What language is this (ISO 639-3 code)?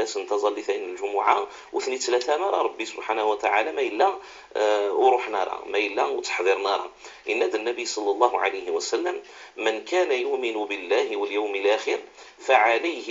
kab